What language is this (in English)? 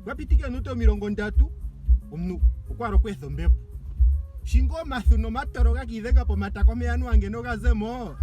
Ndonga